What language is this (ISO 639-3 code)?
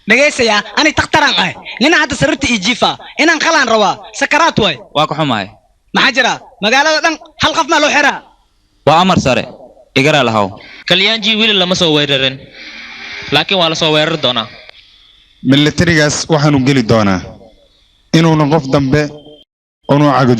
som